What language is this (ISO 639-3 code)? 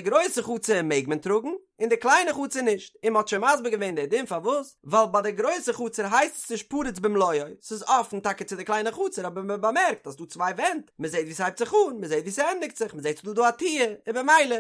yid